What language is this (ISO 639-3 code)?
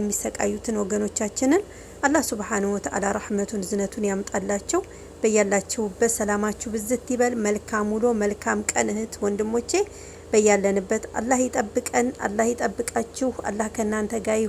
amh